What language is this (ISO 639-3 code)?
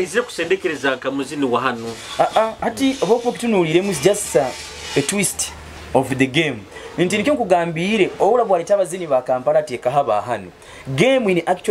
nyo